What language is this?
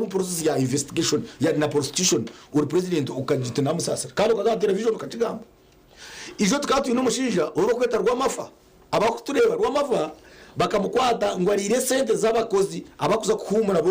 Nyankole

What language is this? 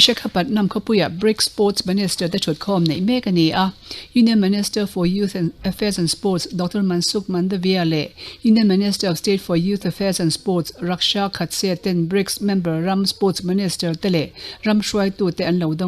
Mizo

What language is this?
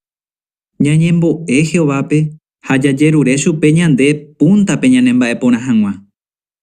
Guarani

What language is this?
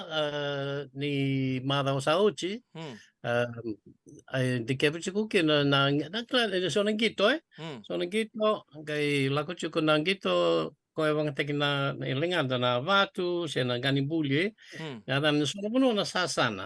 Fijian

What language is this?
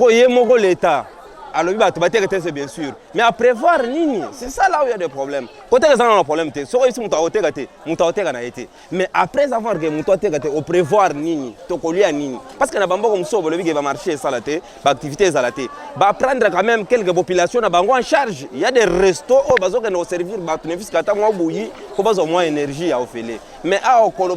Lingala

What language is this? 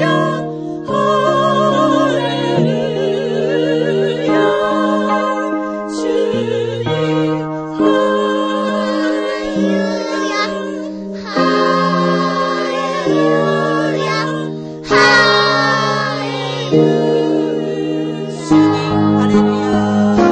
Japanese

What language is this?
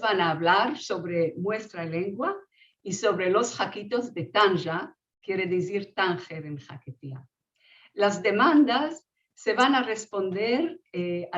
Ladino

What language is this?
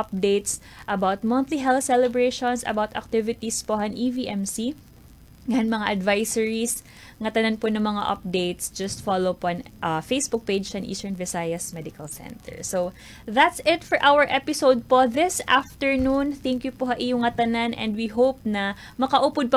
Waray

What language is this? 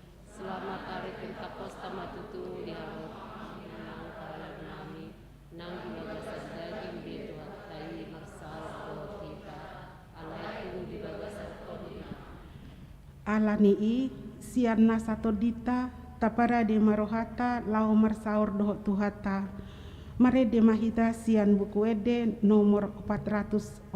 Batak Toba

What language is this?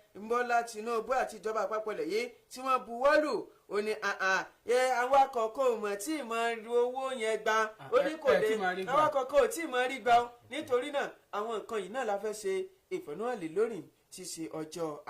Yoruba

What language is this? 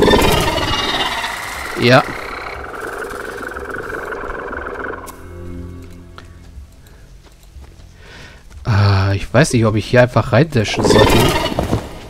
German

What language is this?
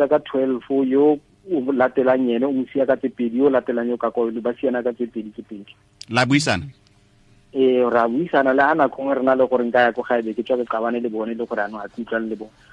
Tswana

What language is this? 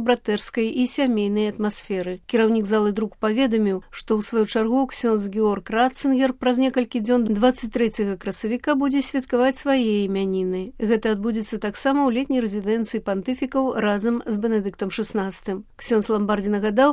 Belarusian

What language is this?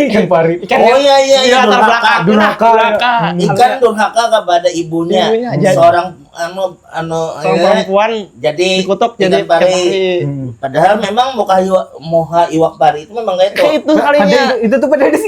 Banjar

